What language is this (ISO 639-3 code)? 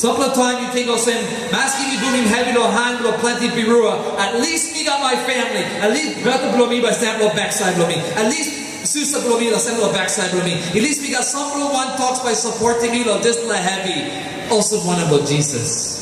tpi